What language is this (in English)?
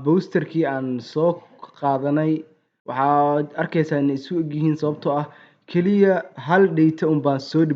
Somali